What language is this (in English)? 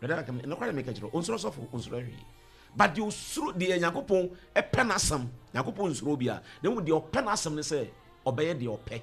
Akan